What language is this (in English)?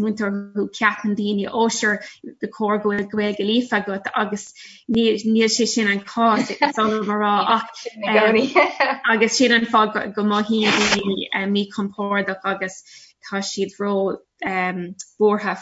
Irish